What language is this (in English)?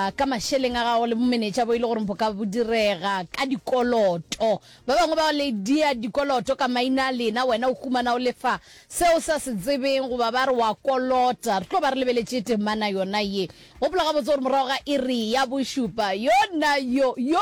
Northern Sotho